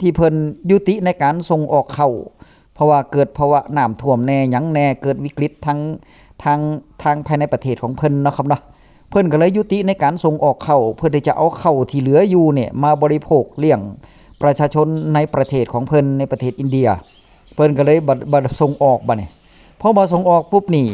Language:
Northeastern Thai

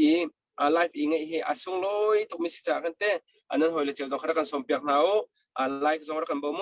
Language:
Hakha Chin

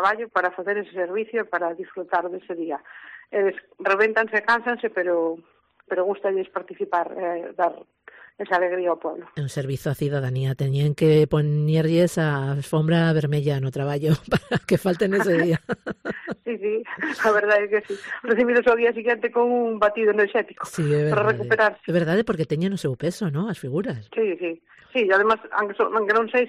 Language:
Galician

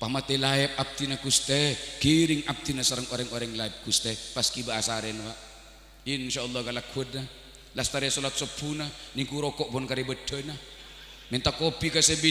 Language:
Madurese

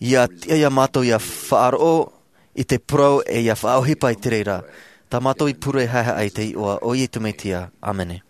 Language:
Tahitian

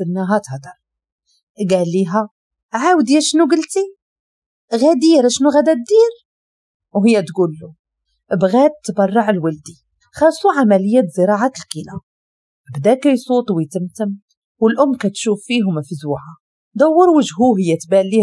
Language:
Moroccan Arabic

